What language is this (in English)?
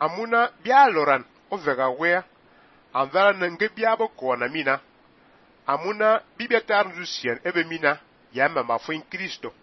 Fang